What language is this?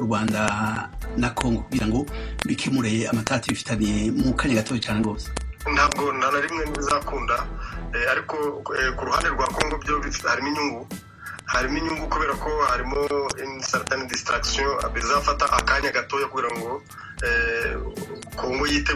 Kinyarwanda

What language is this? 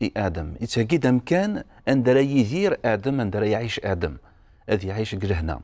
Kabyle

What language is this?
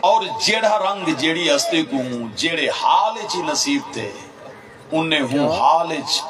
Saraiki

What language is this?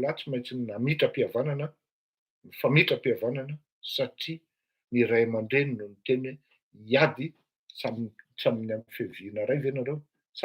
Malagasy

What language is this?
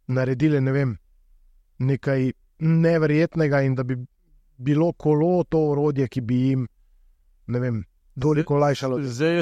Slovenian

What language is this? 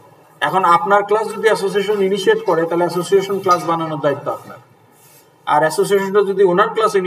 Bangla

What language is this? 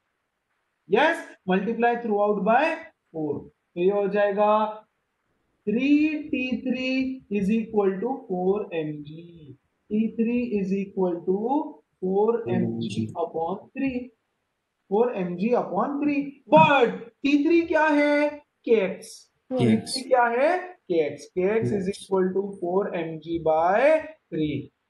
Hindi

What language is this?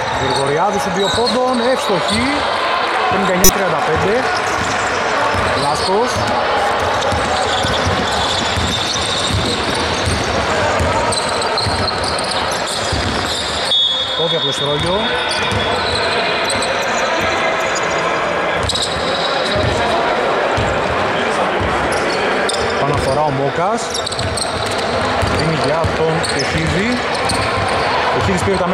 Greek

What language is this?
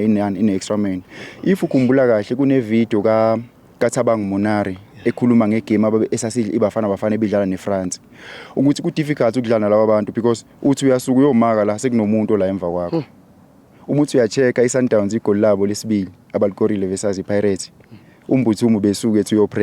Zulu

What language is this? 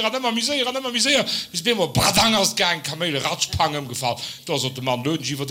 Luxembourgish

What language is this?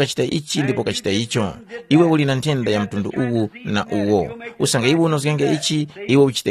Tumbuka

